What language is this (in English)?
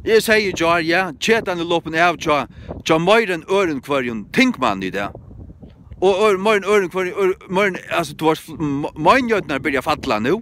Faroese